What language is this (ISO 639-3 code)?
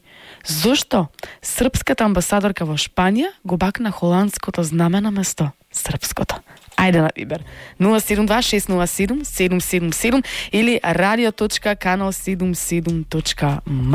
mkd